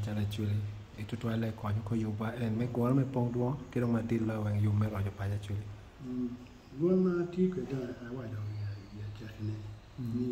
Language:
Acoli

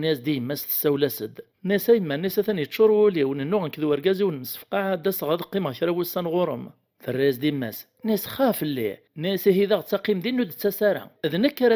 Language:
Kabyle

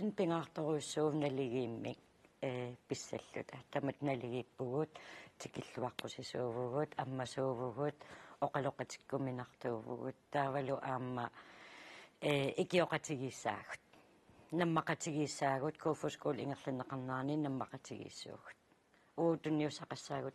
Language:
Kalaallisut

